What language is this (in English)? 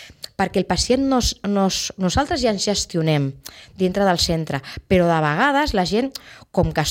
Catalan